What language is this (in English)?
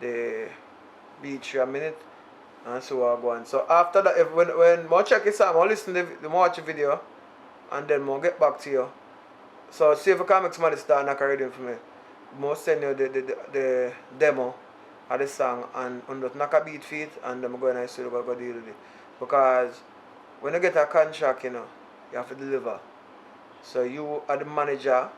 Jamaican Creole English